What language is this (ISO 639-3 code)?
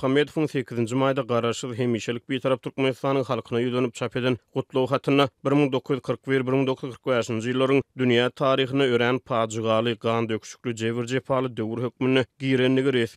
tuk